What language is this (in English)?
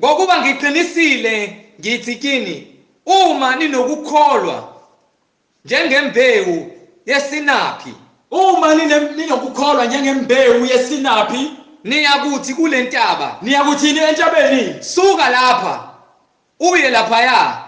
Zulu